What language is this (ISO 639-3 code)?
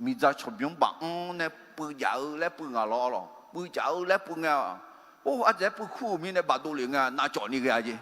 ahk